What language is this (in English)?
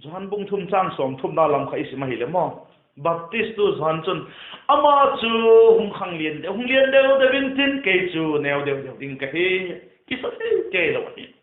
Vaiphei